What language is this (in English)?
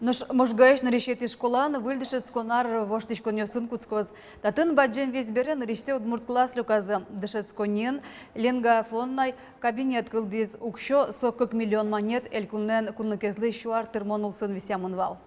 Udmurt